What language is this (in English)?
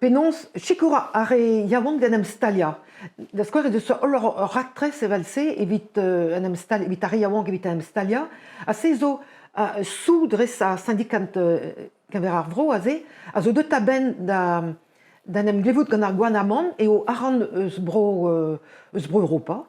Breton